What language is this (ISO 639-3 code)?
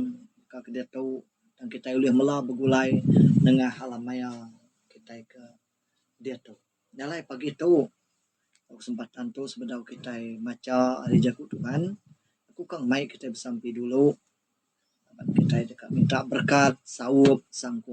iba